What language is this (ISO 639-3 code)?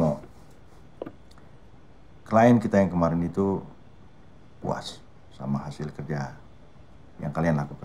ind